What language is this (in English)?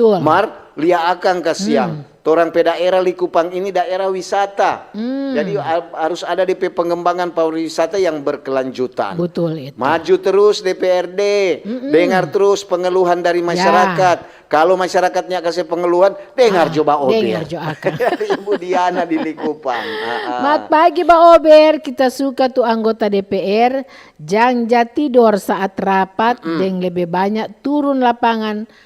Manado Malay